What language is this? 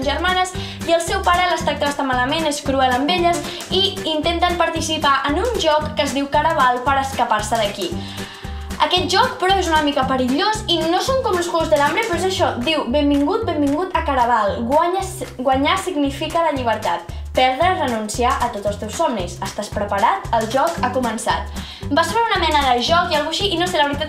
Catalan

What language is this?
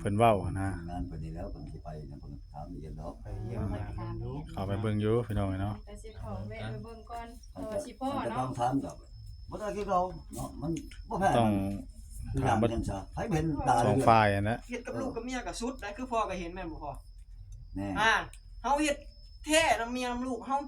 Northeastern Thai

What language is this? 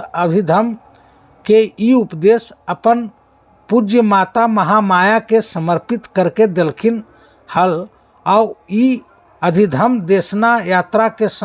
Magahi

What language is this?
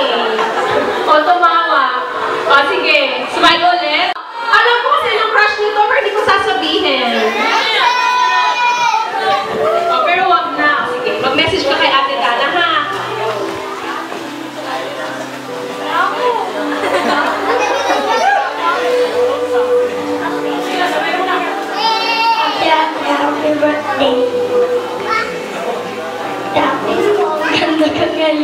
Filipino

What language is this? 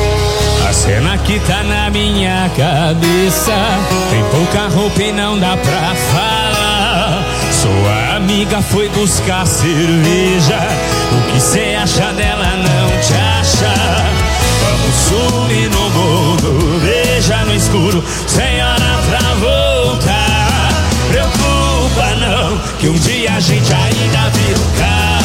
Portuguese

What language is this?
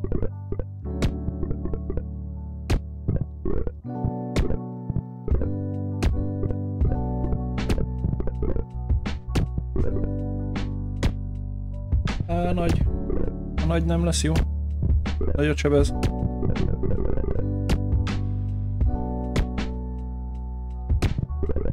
Hungarian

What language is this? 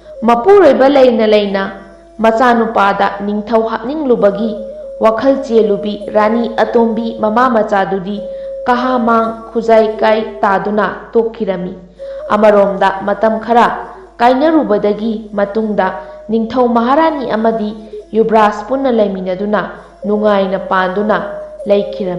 Manipuri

